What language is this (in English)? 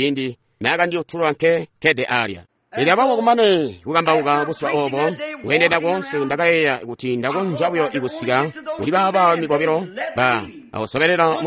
Tonga (Zambia)